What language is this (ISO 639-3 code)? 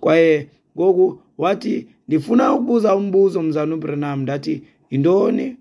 xho